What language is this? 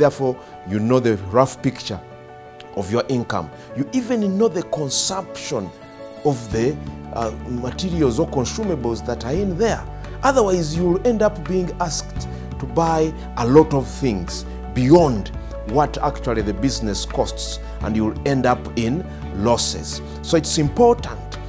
English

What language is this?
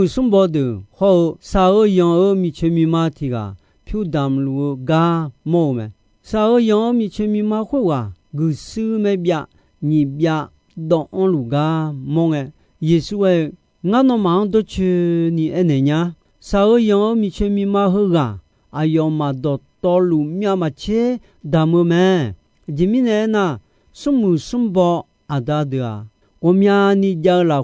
Akha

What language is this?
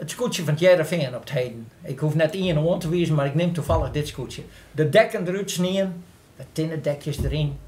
Western Frisian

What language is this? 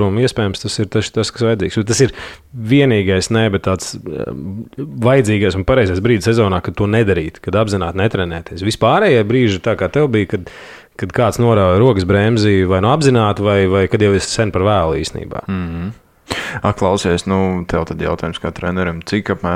Latvian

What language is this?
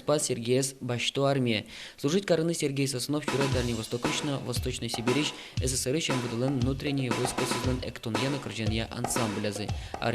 Udmurt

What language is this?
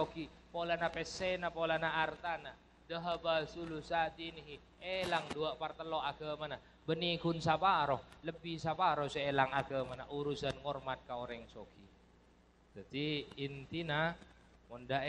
Madurese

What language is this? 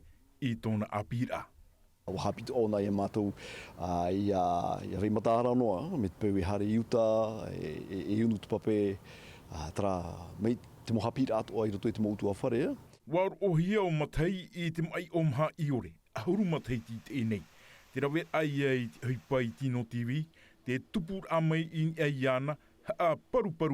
Tahitian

